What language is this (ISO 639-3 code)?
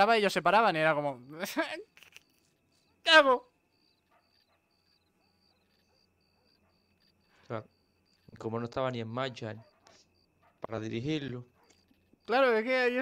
spa